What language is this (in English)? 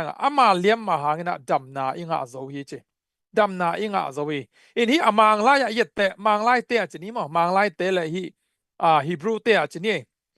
Tedim Chin